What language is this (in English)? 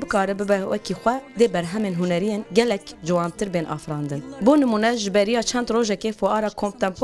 Kurdish